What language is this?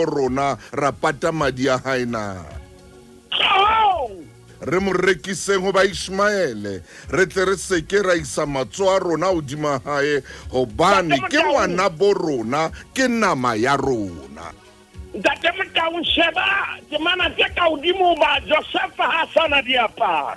Southern Sotho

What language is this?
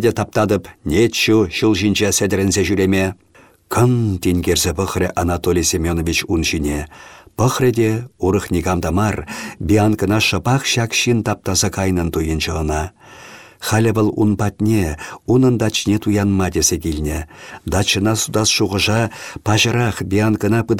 Chuvash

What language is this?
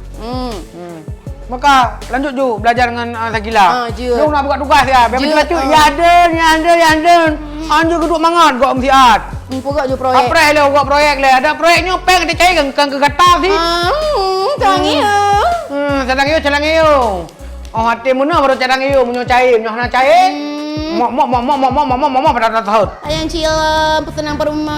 Achinese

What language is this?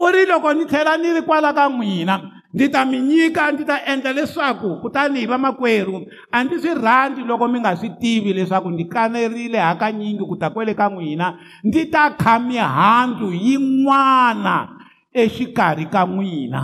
Tsonga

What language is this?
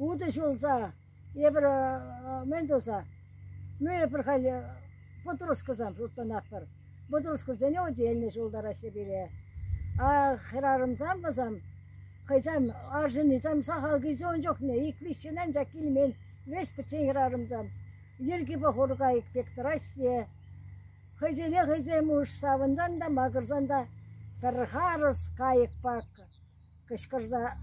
Chuvash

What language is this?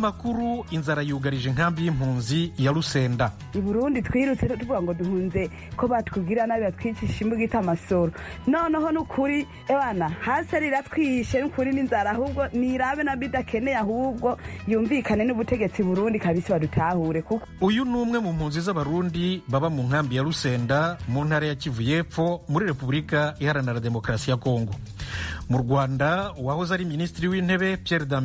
Kinyarwanda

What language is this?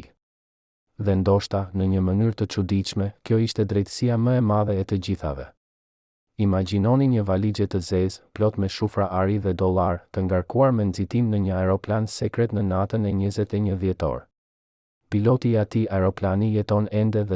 Albanian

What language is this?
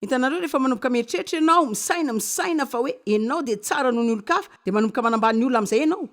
Malagasy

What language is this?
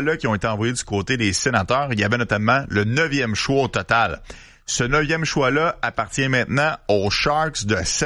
French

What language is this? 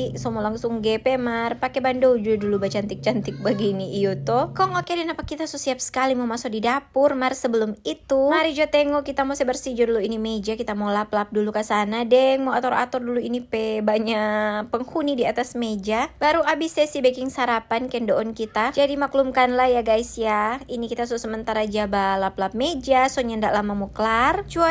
Manado Malay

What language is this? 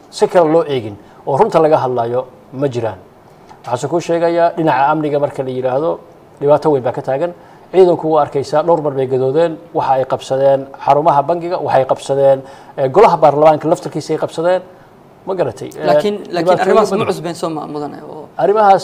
Somali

